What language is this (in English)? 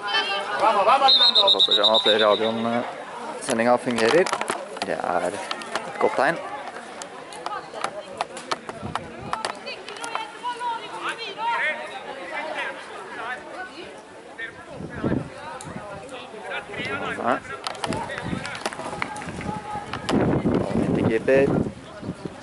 Norwegian